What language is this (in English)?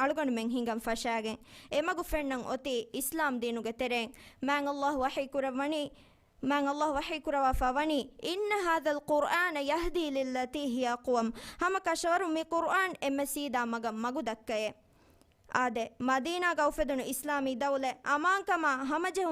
Divehi